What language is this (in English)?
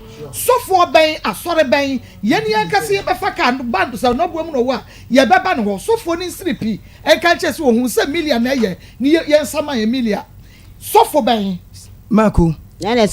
Akan